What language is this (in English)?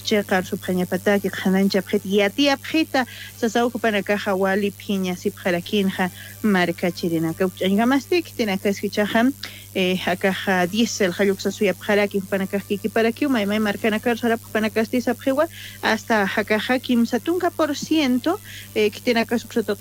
Aymara